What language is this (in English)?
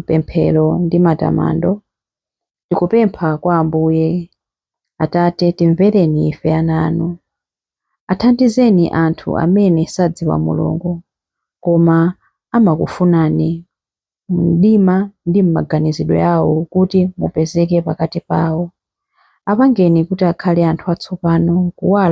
Nyanja